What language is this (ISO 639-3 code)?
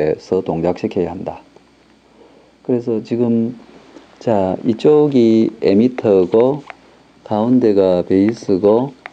kor